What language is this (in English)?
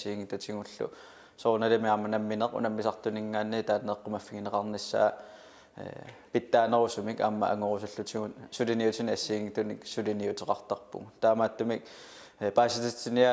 Kalaallisut